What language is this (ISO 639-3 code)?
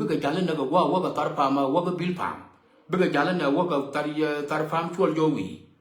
nus